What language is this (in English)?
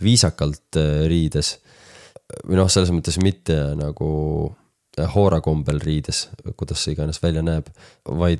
Estonian